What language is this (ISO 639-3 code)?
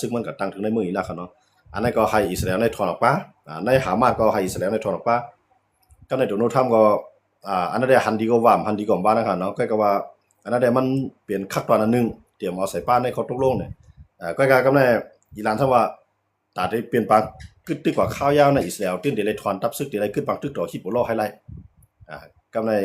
shn